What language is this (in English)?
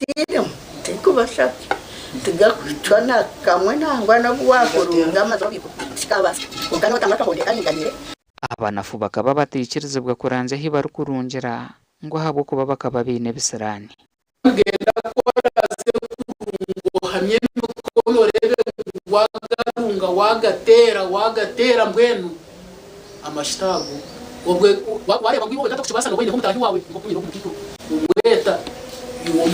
Nyankole